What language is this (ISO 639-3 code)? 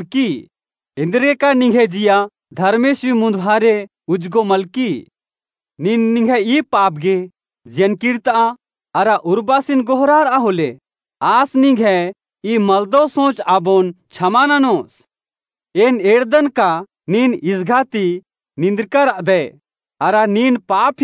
kru